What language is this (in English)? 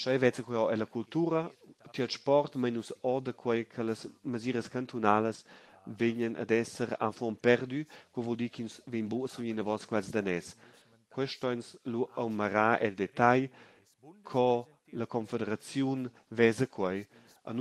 Romansh